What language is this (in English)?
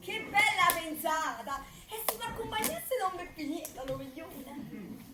Neapolitan